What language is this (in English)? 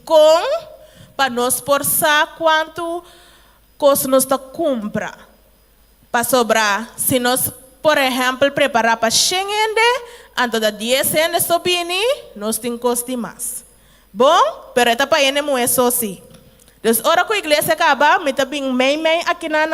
Papiamento